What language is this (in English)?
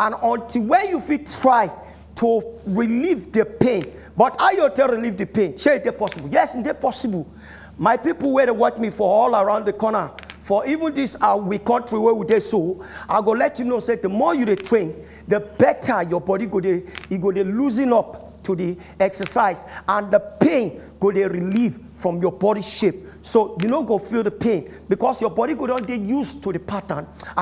Nigerian Pidgin